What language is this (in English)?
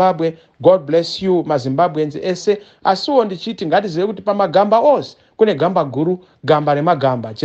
Shona